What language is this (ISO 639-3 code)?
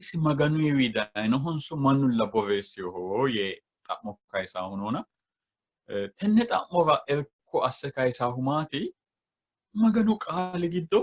sid